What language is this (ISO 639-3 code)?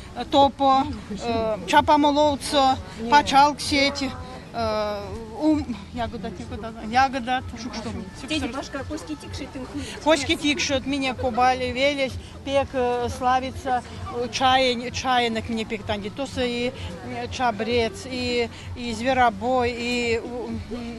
myv